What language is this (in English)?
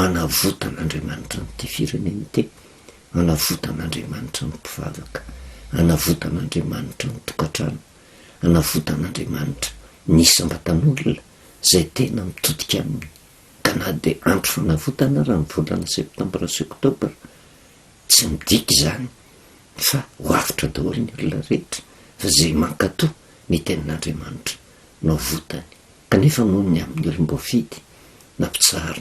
Malagasy